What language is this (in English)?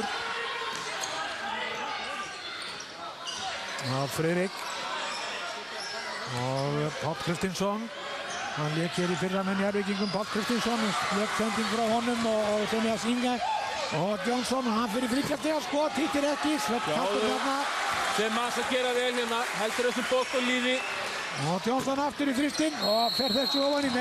Icelandic